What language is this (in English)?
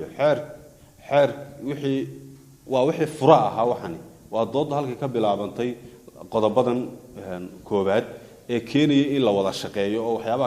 Somali